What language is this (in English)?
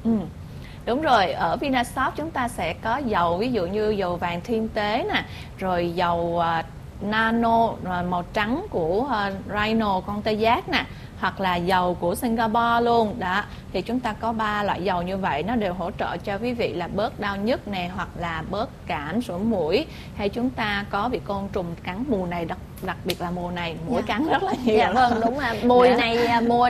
Vietnamese